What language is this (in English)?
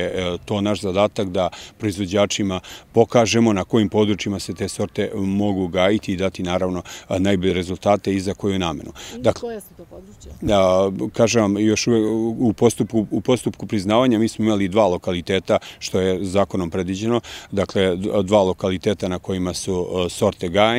Serbian